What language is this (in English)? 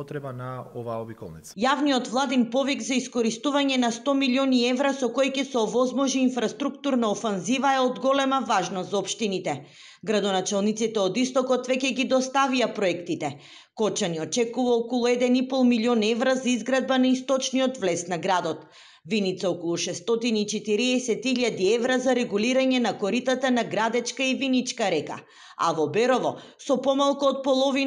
Macedonian